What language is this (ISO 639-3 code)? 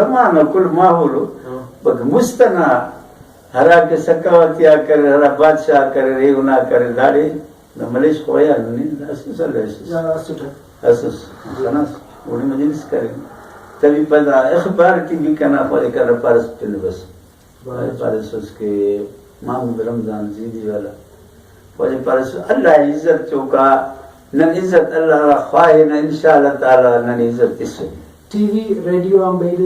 brh